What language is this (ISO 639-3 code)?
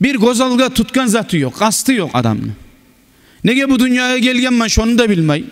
kum